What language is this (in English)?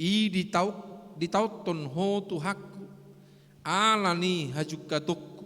Batak Toba